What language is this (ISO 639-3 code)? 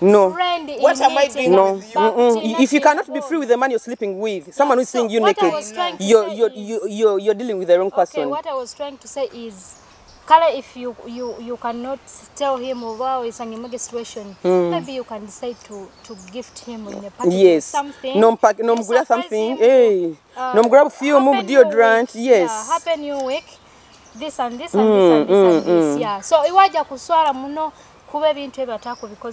nyo